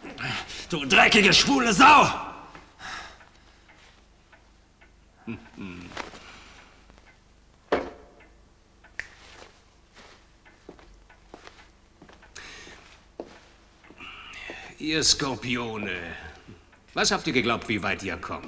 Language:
German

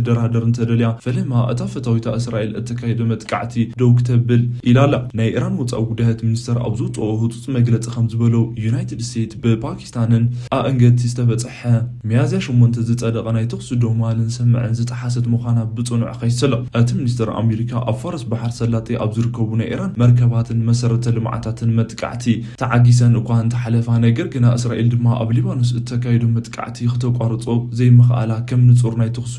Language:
Tigrinya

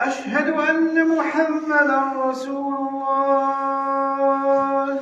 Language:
Kabyle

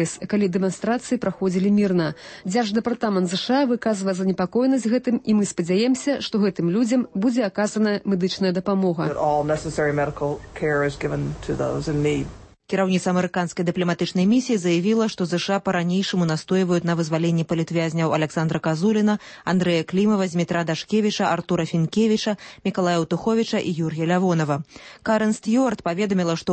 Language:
Belarusian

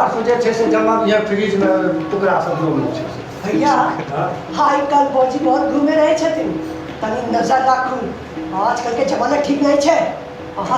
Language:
Maithili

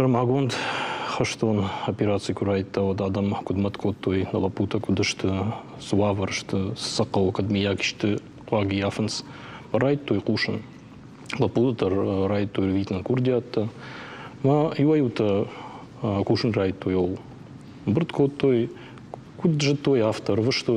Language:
Ossetic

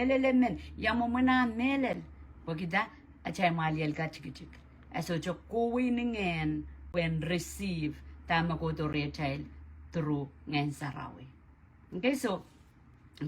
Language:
Pohnpeian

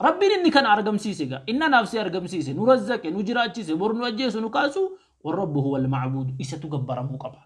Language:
Oromo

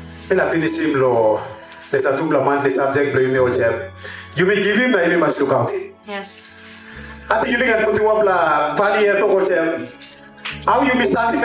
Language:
Tok Pisin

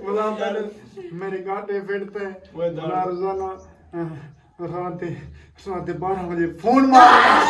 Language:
Saraiki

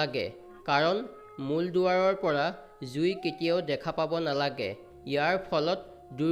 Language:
Assamese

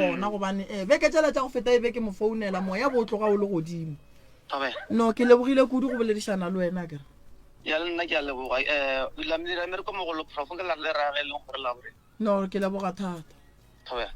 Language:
Northern Sotho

